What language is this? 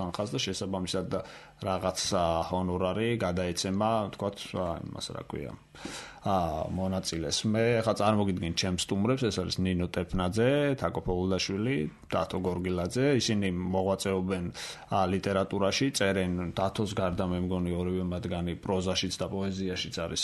Georgian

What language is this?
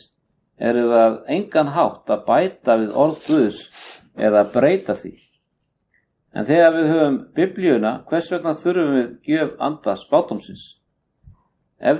Icelandic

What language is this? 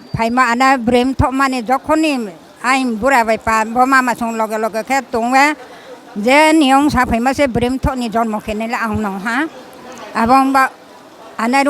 Riang (India)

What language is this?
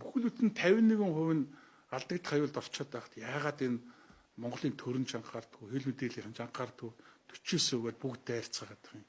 Mongolian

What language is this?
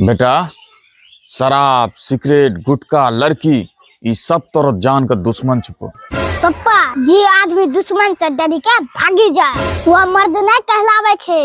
Angika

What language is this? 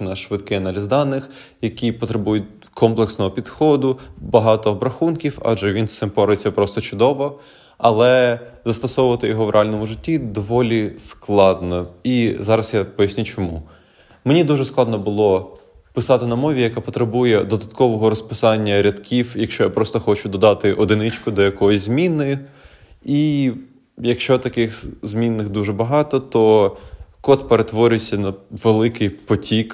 Ukrainian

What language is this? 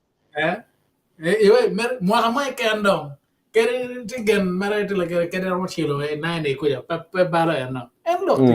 Acoli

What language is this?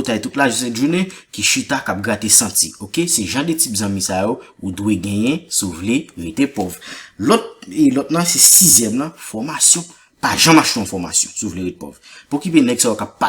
Haitian Creole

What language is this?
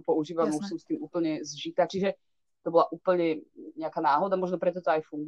Slovak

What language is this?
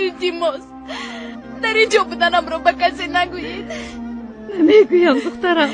Tajik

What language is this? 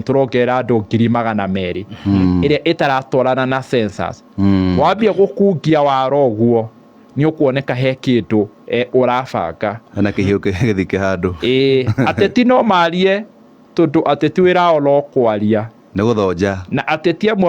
Kikuyu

